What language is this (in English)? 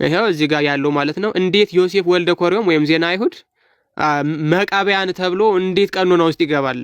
Amharic